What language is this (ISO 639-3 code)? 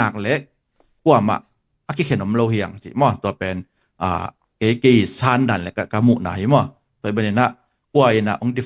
ctd